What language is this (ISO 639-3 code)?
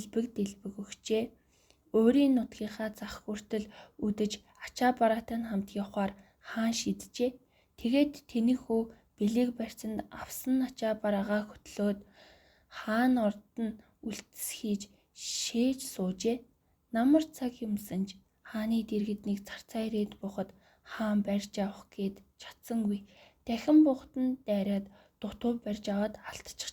mon